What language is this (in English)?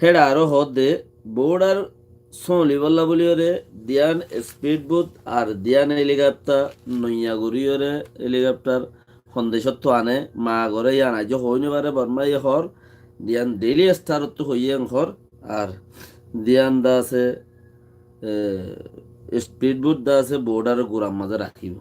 Rohingya